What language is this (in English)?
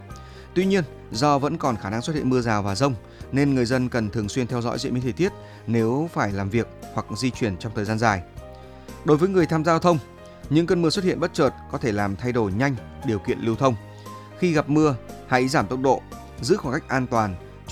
Vietnamese